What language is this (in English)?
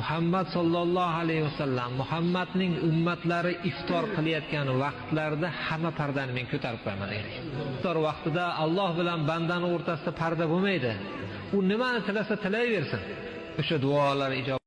Uzbek